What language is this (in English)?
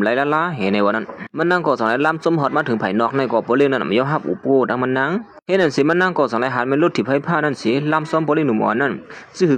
Shan